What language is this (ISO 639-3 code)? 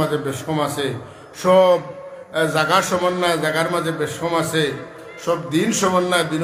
syl